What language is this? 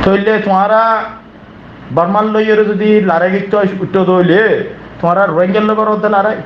Rohingya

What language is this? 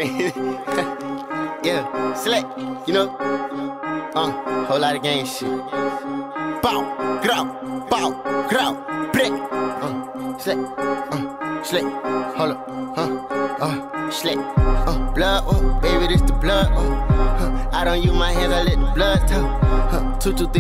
English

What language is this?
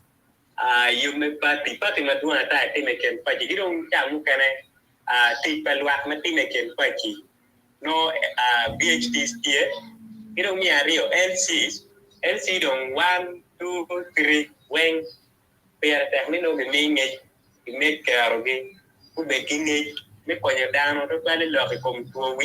Acoli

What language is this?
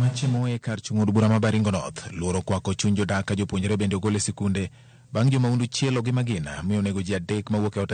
Luo (Kenya and Tanzania)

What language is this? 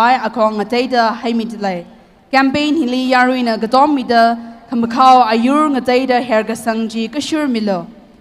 Tangkhul Naga (India)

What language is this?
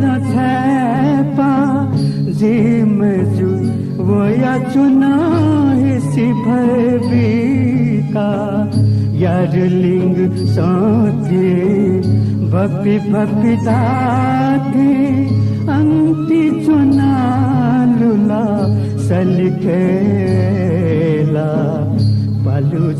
Newari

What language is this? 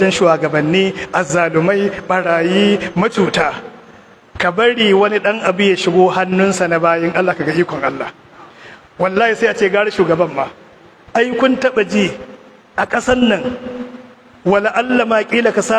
Hausa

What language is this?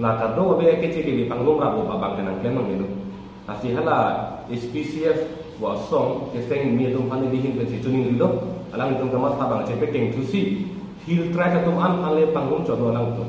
Karbi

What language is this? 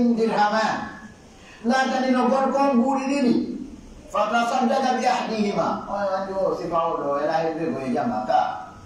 Pular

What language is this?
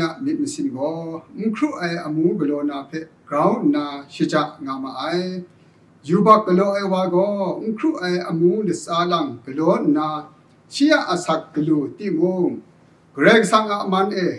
Kachin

